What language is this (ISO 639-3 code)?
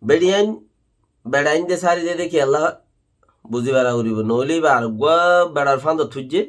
rhg